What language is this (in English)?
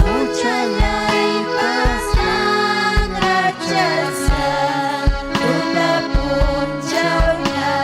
Ayacucho Quechua